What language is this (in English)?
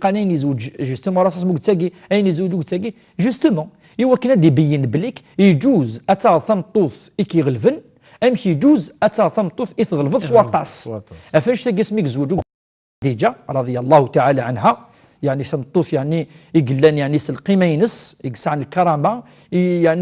Kabyle